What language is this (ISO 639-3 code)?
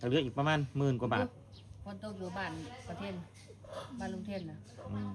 tts